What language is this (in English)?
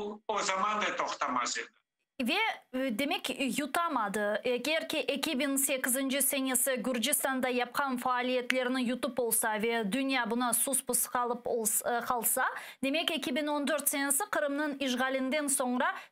Crimean Tatar